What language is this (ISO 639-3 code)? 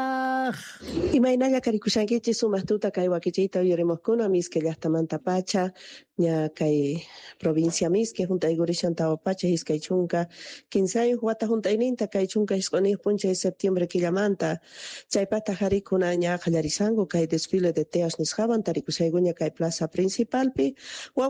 que